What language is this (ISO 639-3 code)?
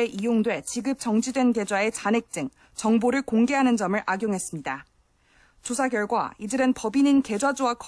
kor